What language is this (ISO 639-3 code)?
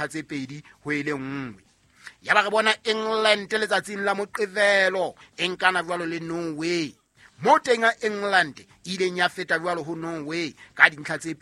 sot